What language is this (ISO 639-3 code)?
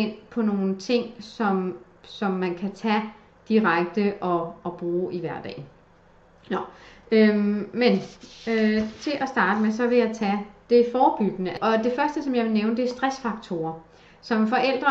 dan